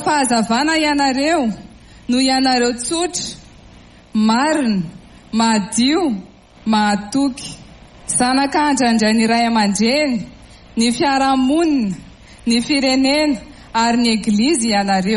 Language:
Malagasy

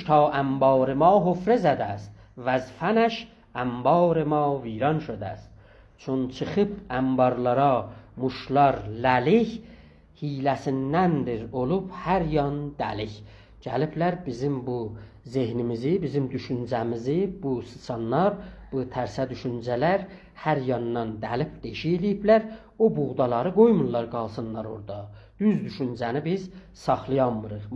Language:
South Azerbaijani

